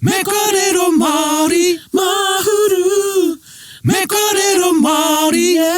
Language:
Māori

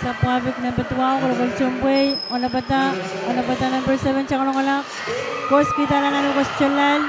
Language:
Pohnpeian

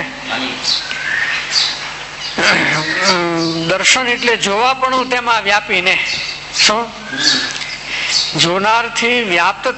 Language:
Gujarati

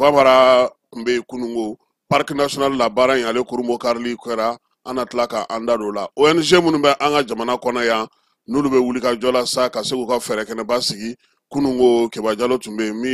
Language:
Bambara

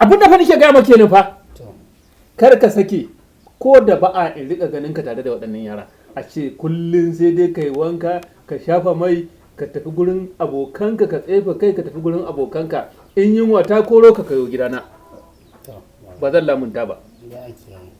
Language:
Hausa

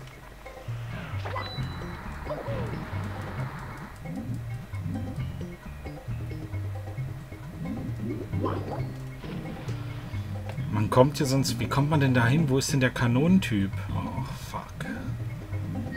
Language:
German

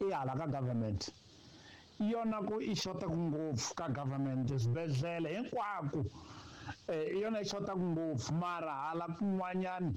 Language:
Tsonga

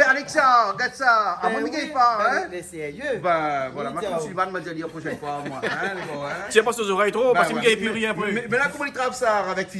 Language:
Réunion Creole French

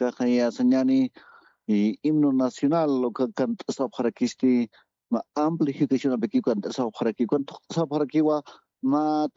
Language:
Aymara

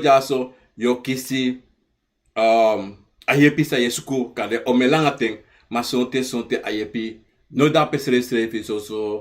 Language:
Sranan Tongo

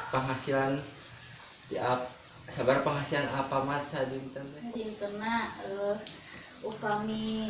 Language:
Sundanese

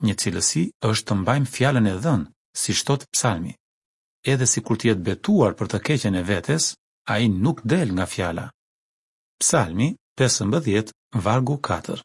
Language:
Albanian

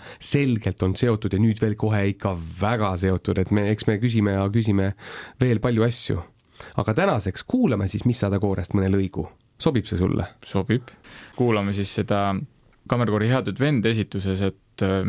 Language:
Estonian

